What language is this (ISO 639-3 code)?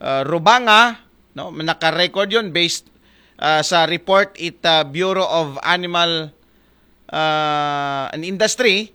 akl